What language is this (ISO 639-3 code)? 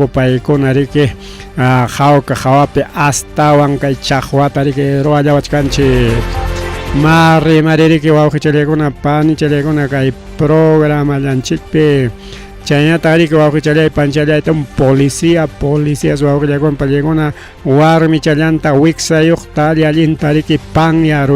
quy